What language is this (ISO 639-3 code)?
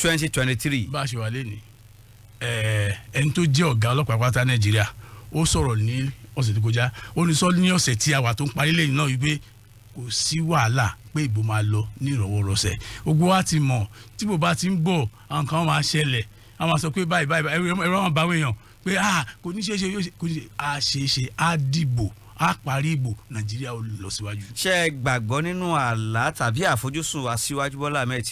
yor